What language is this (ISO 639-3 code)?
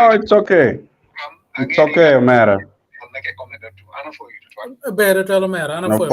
ach